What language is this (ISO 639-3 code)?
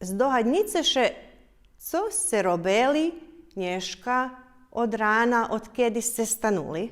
rue